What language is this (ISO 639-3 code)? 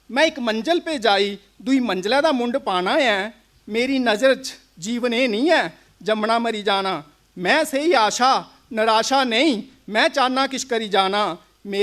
doi